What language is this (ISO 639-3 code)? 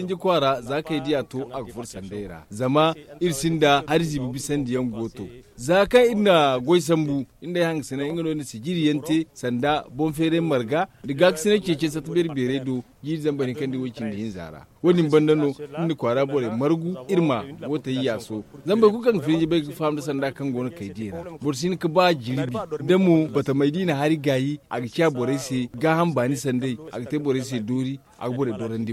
dje